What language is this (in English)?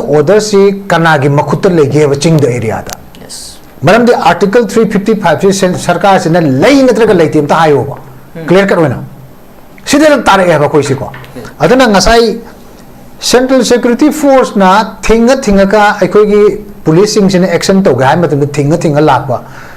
Manipuri